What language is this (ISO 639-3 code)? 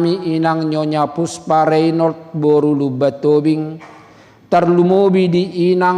bbc